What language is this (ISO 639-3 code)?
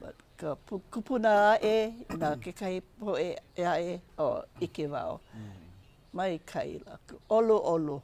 haw